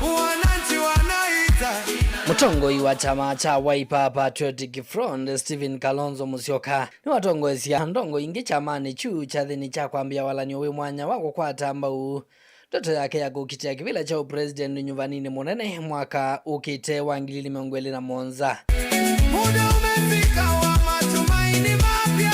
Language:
Kamba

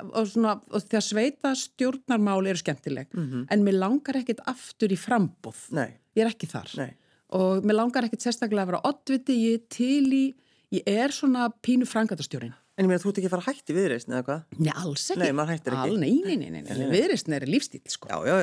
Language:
Icelandic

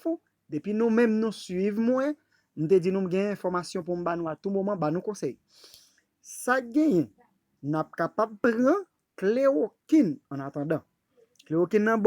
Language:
Haitian Creole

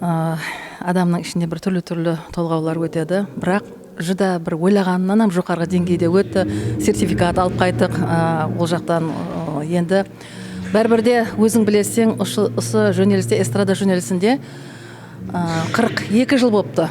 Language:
Kara-Kalpak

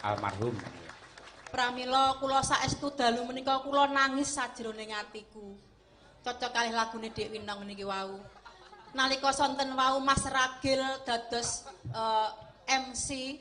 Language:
Javanese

